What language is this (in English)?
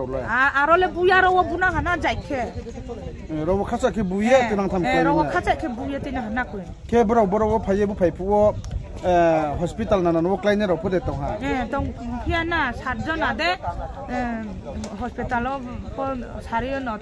Riang (India)